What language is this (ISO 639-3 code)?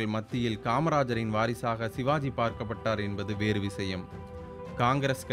tam